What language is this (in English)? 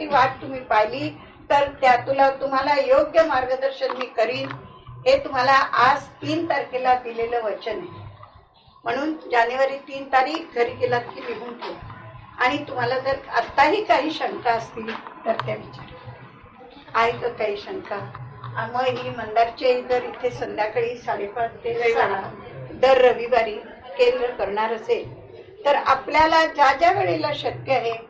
Marathi